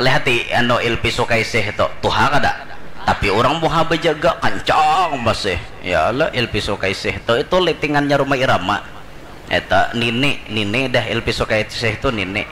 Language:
Banjar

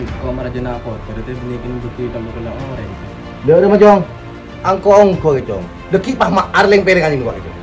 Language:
Madurese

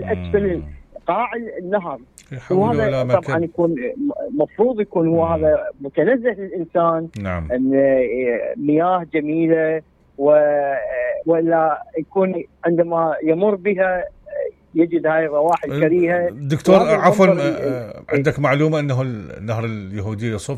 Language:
Mesopotamian Arabic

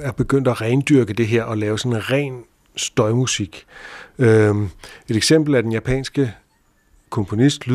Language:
Danish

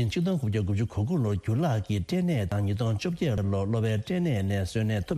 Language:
Tibetan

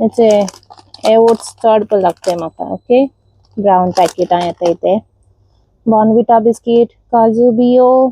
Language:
Konkani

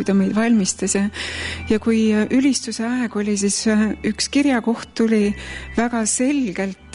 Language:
Estonian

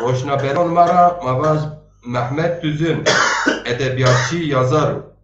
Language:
Zaza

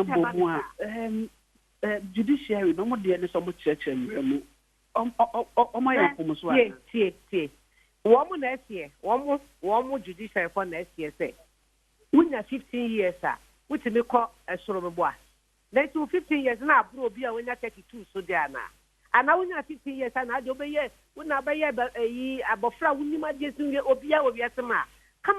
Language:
Akan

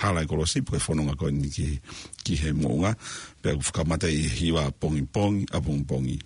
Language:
Tongan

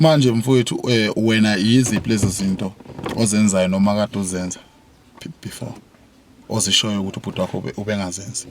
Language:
Zulu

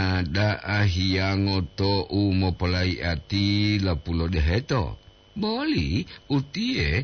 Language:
Gorontalo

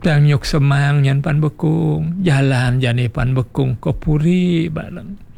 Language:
Balinese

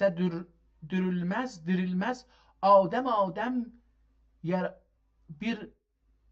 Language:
South Azerbaijani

